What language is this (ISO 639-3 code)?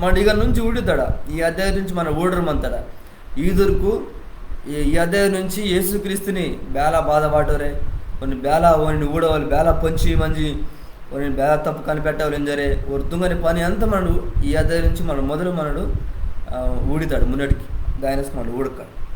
kff